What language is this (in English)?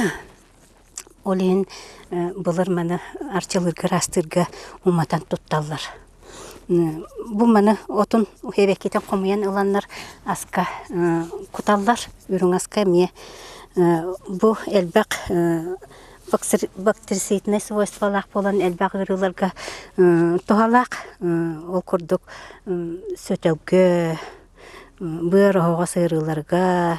Yakut